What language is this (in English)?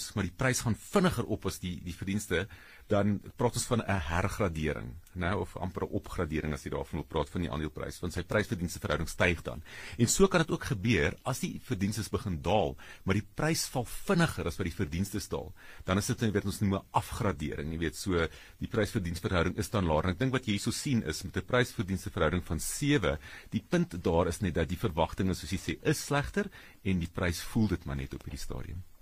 Afrikaans